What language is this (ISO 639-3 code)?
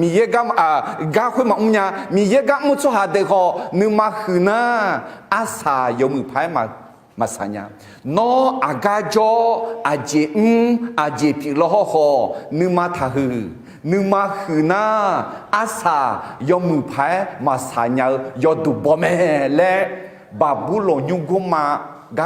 ahk